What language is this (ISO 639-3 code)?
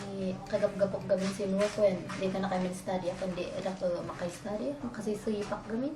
kne